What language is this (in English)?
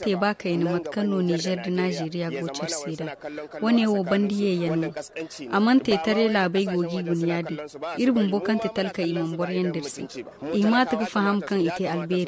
Zarma